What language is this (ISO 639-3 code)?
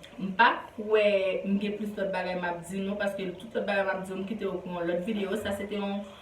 hat